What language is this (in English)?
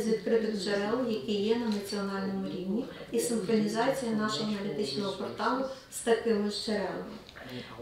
Ukrainian